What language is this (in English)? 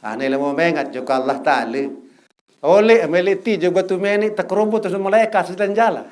Sasak